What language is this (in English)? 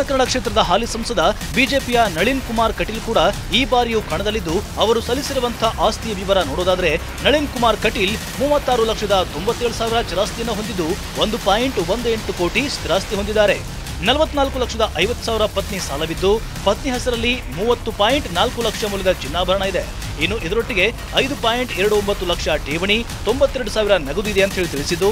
Kannada